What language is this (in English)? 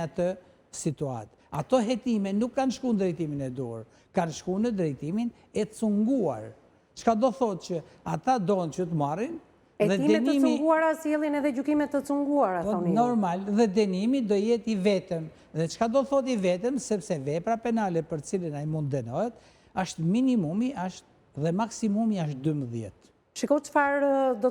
Albanian